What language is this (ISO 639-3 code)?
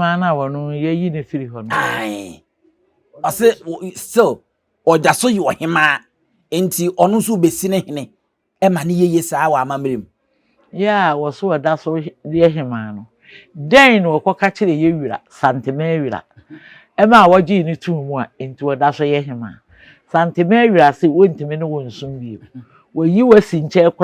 aka